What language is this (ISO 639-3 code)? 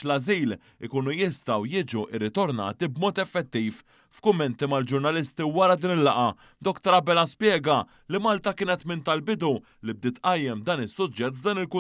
mlt